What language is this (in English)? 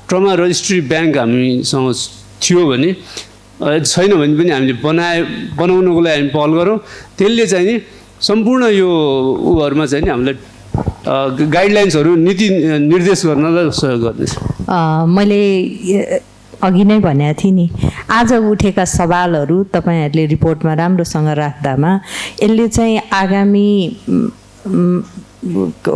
Nepali